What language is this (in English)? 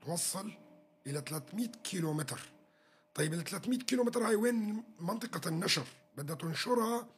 North Levantine Arabic